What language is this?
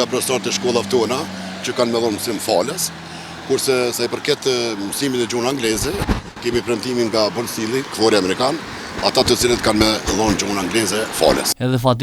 Albanian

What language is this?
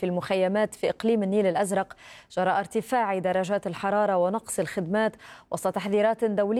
Arabic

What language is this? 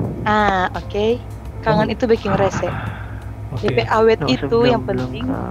Manado Malay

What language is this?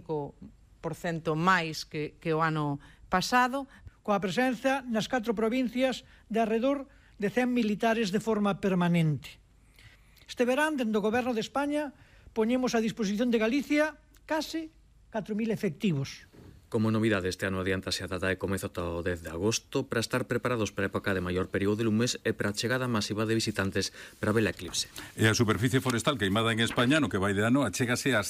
Galician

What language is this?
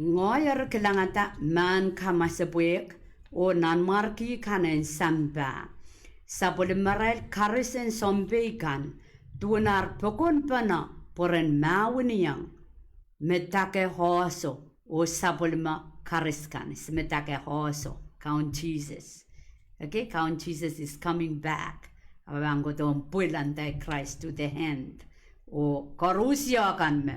Pohnpeian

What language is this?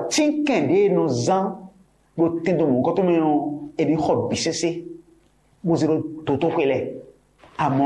Fon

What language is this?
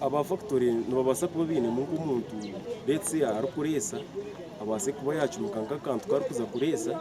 Nyankole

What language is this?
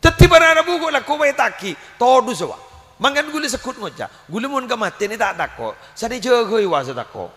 Madurese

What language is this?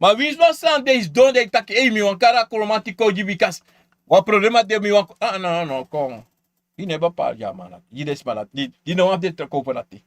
Sranan Tongo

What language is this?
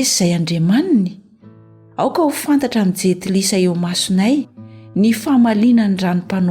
Malagasy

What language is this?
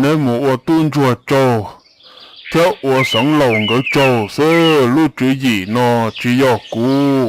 Hmong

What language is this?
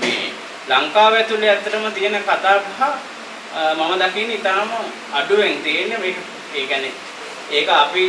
Sinhala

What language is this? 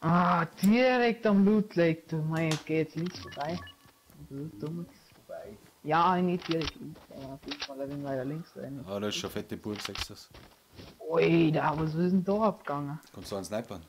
Bavarian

